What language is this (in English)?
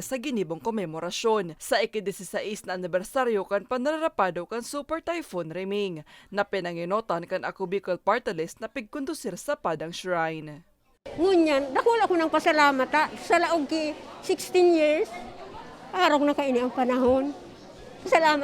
Bikol